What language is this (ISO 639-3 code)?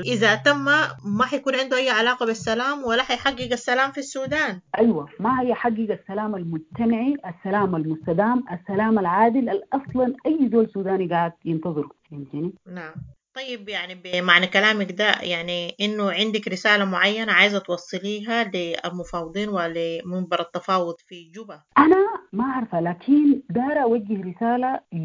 apd